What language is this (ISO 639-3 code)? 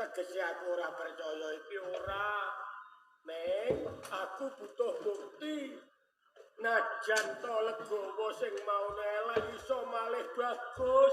jav